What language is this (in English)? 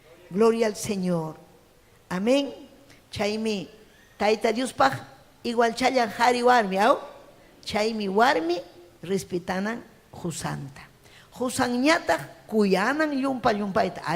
Ayacucho Quechua